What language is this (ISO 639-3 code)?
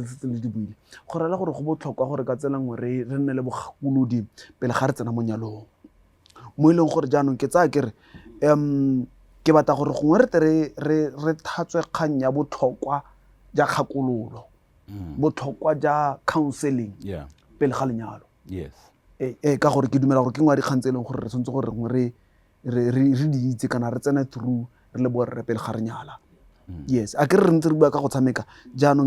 tsn